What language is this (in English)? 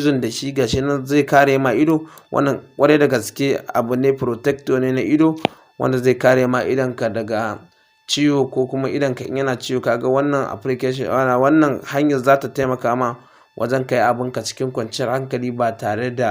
Hausa